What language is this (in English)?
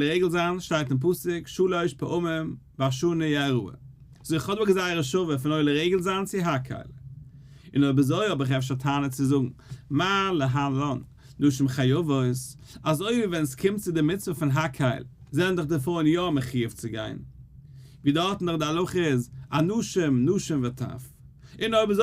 Yiddish